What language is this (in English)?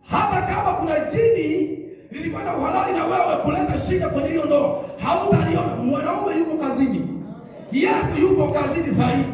Swahili